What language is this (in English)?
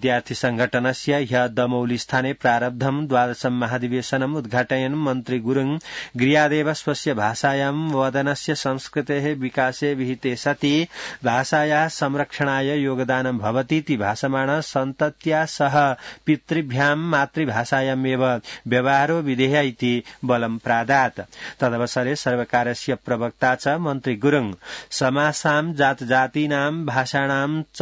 Sanskrit